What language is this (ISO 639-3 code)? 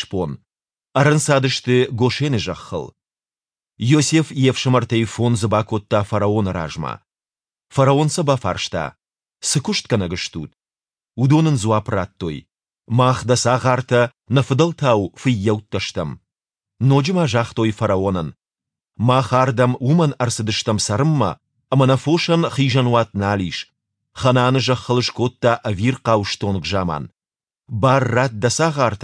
oss